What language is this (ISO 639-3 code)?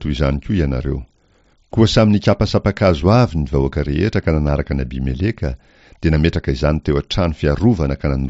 mlg